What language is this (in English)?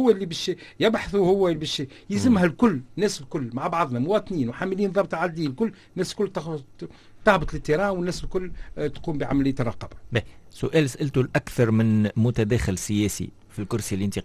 Tunisian Arabic